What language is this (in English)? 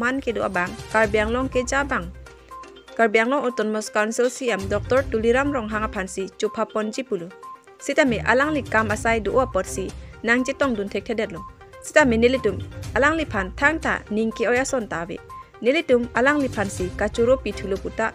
Karbi